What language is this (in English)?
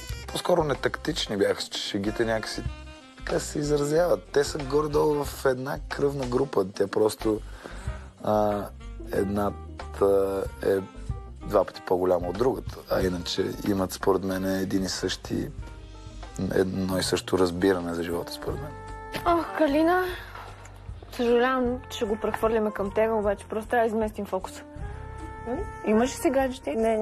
Bulgarian